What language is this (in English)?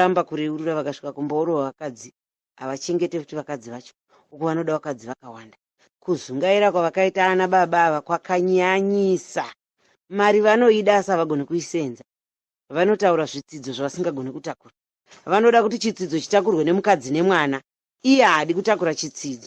Shona